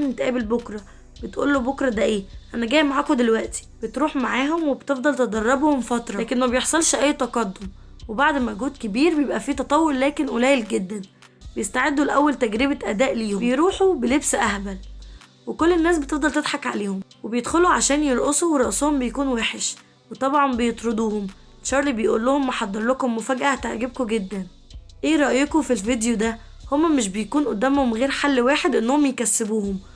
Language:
Egyptian Arabic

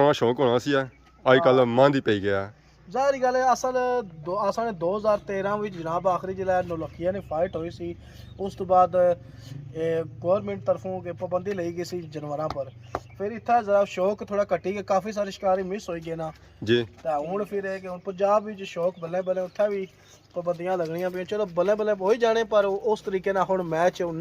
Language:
Pahari-Potwari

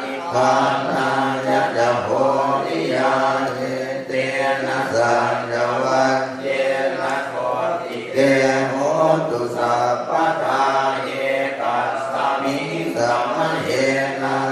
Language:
Pali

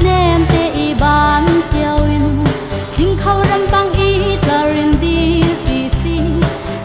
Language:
Hakha Chin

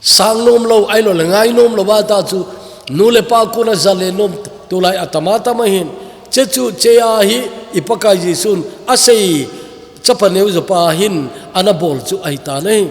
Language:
Thado Chin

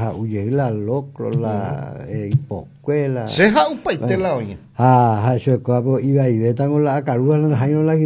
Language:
Guarani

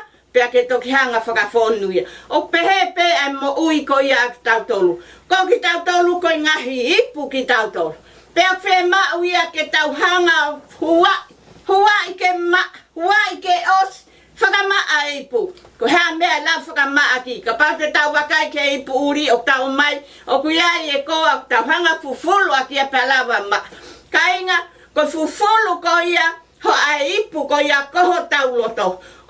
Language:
Tongan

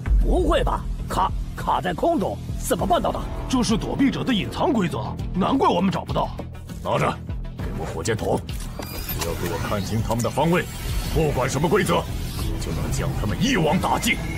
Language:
Chinese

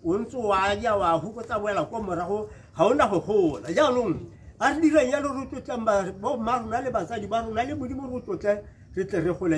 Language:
Tswana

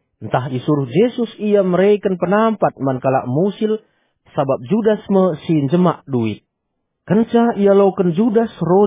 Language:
Batak Karo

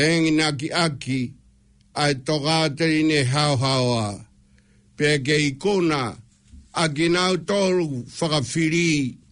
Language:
Tongan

